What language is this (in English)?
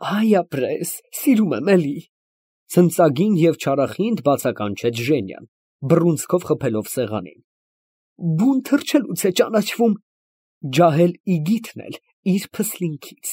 Armenian